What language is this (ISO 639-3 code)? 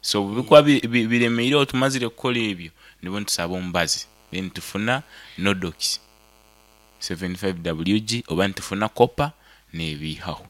nyn